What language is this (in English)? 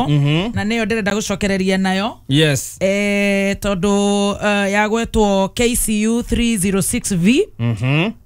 Kikuyu